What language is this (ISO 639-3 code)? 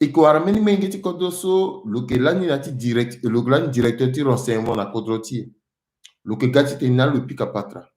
sag